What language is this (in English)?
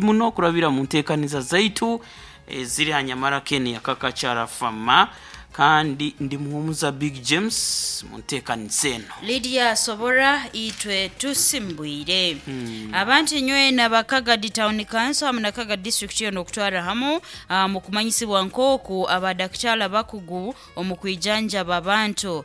Nyankole